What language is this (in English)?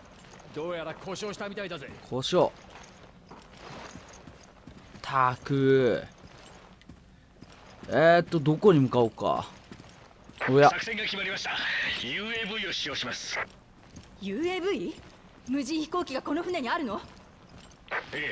Japanese